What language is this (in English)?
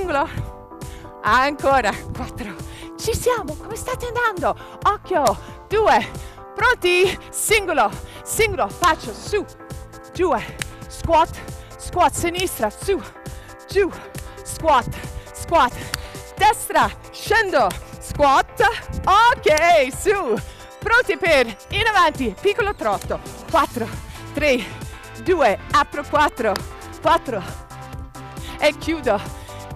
Italian